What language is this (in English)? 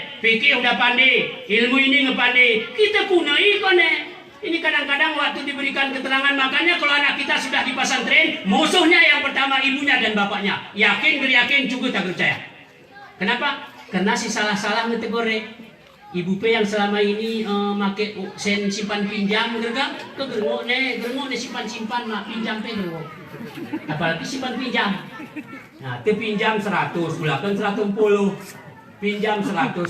Gayo